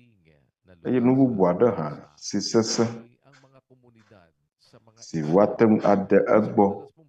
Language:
Ewe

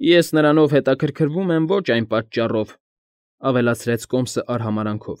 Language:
Armenian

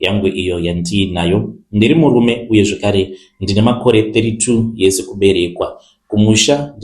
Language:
Shona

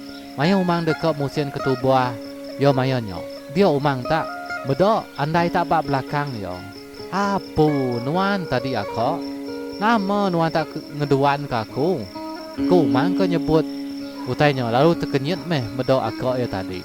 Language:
Iban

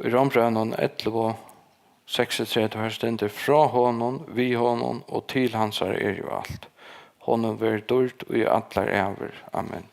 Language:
Faroese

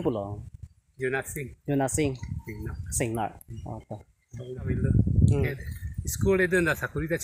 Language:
Karbi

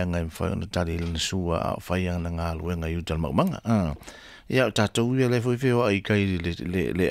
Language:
Samoan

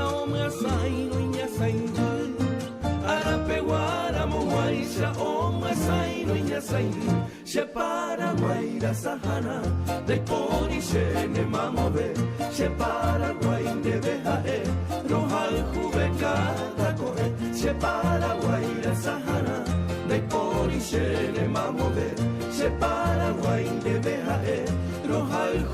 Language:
Guarani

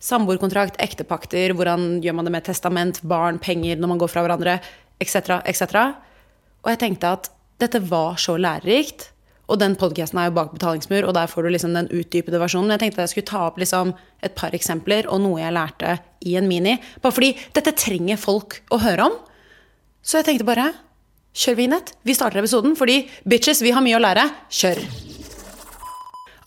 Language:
Norwegian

